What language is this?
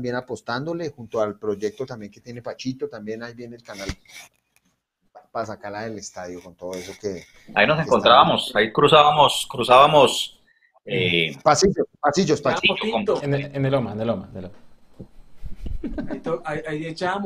Spanish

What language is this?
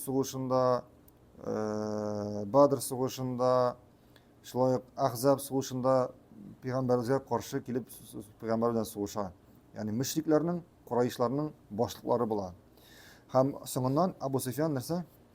Tatar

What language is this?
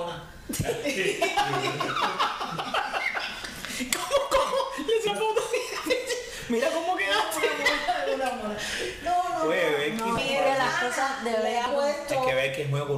Spanish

